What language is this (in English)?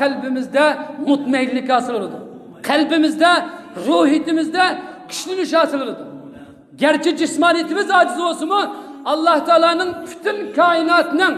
Uyghur